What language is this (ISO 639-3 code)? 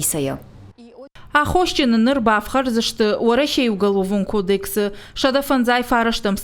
oss